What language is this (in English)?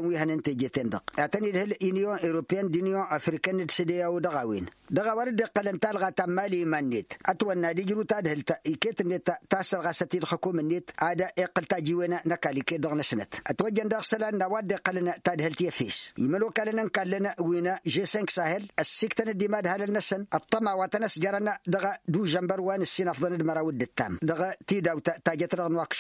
Tamasheq